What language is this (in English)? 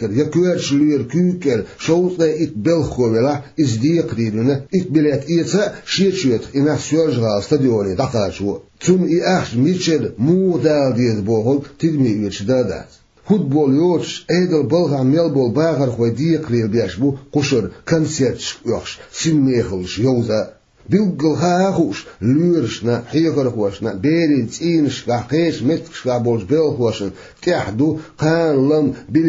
Chechen